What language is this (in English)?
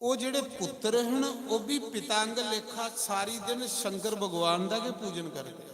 Dogri